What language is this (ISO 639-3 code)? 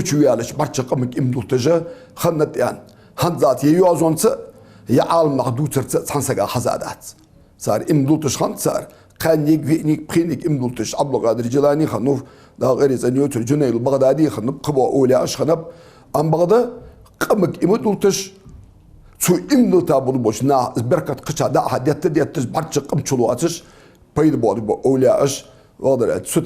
inh